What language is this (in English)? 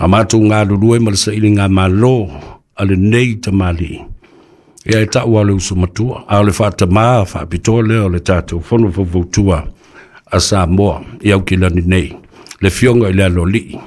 Samoan